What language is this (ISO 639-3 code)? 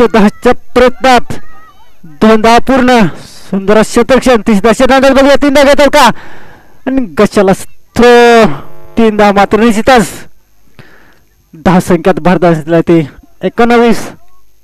mar